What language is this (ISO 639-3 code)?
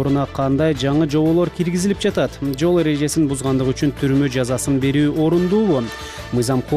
kir